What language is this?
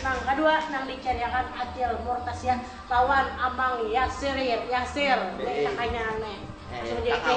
Banjar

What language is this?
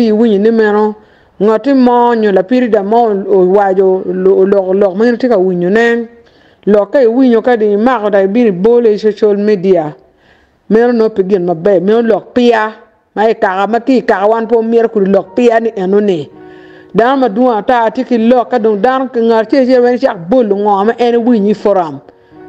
Acoli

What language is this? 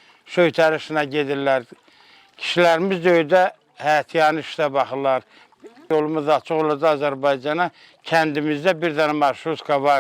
Azerbaijani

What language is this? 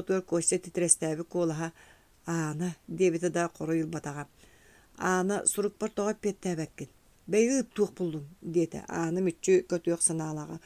Yakut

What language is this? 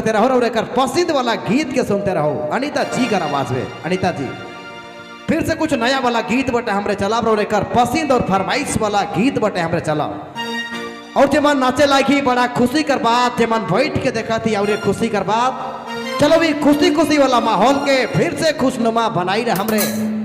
Sadri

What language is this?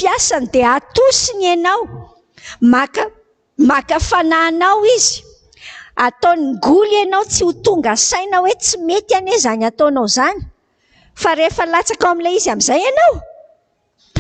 Malagasy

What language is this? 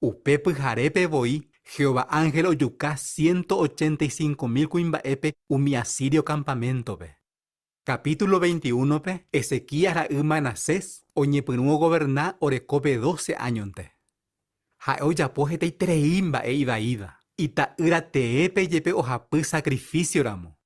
Guarani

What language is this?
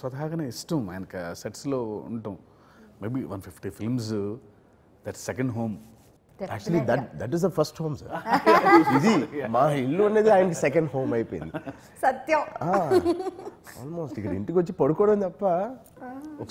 Telugu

